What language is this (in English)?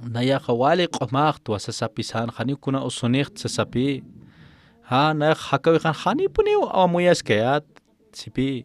Aymara